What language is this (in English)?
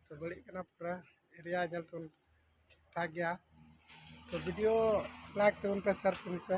Santali